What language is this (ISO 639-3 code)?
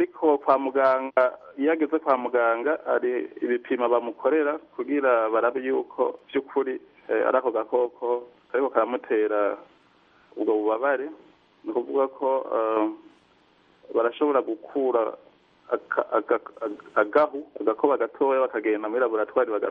kin